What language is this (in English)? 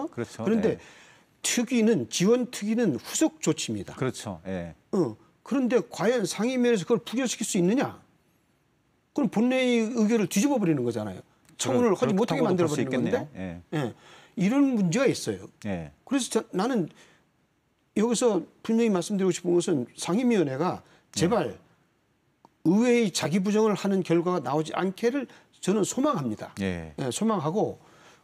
Korean